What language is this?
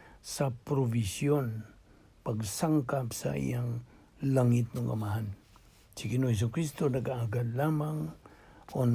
Cebuano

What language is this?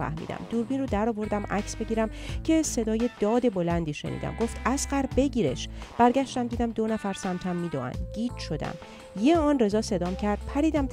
Persian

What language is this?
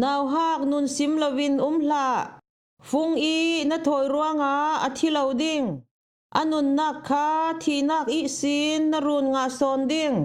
Falam Chin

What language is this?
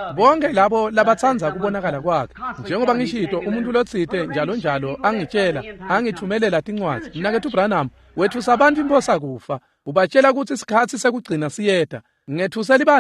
Swati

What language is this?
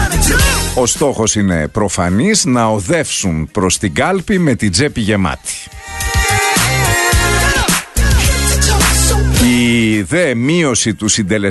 Greek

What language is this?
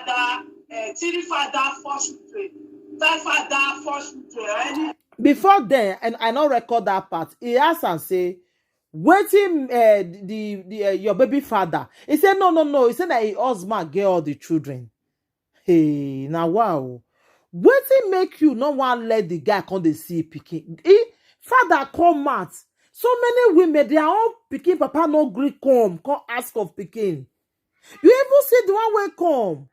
Nigerian Pidgin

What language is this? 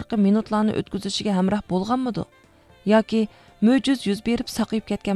Uyghur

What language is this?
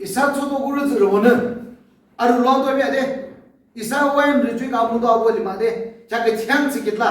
Yimchungru Naga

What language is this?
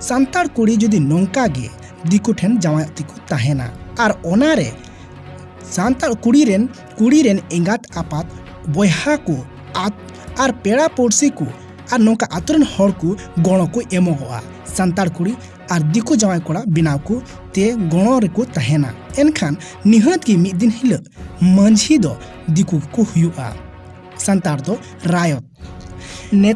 Santali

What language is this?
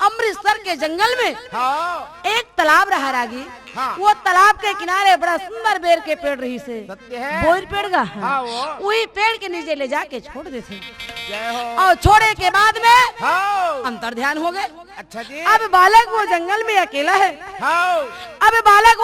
Chhattisgarhi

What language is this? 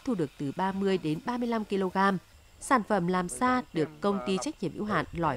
Vietnamese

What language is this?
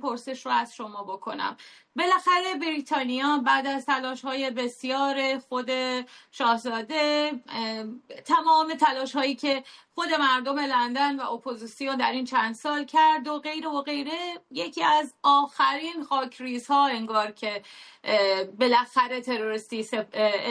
Persian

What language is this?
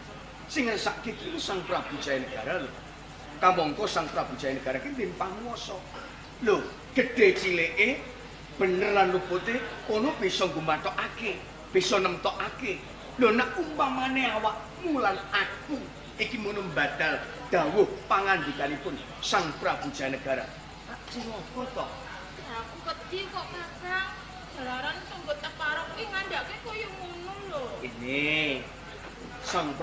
Javanese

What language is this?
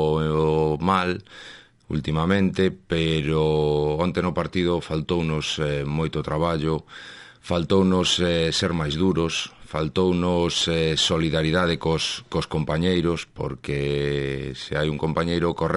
Galician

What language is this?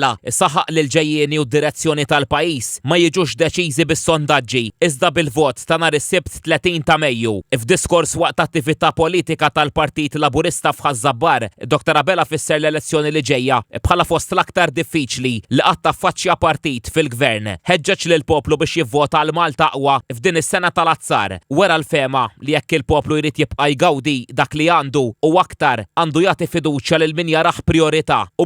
Maltese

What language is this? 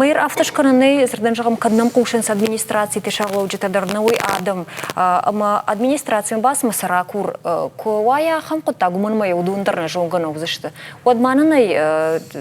Ossetic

